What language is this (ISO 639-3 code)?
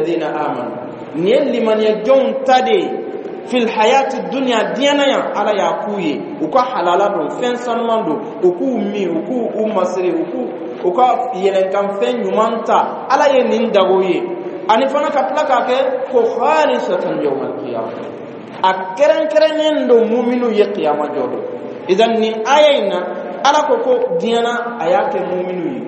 bam